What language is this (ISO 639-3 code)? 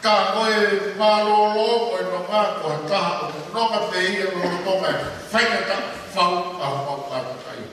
ton